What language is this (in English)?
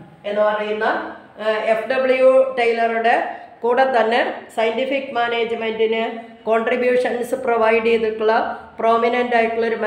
Malayalam